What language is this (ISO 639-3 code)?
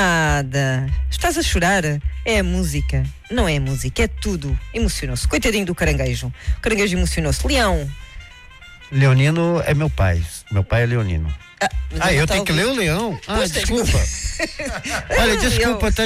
por